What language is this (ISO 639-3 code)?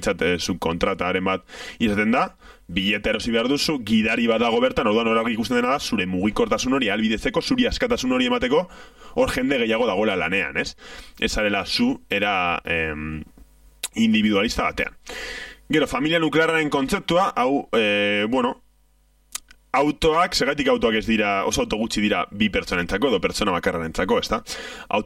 eus